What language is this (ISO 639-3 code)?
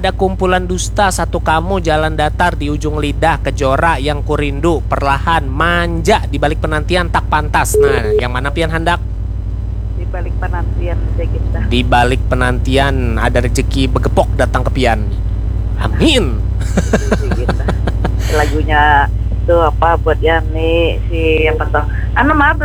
bjn